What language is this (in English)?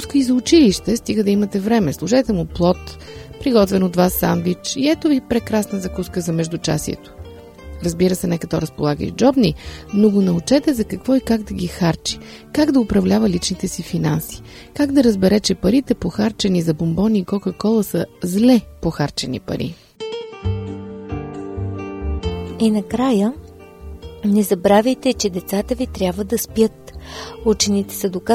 Bulgarian